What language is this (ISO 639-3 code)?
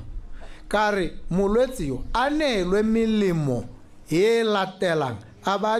tsn